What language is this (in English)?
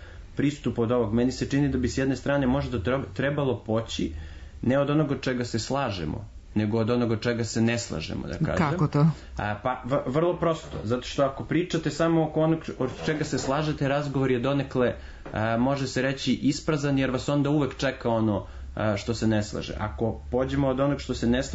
Serbian